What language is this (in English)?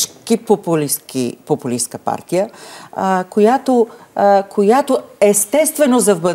Bulgarian